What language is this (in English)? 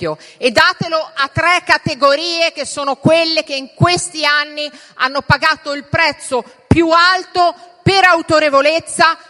Italian